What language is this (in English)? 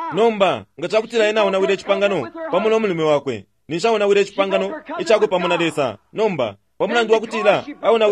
Bemba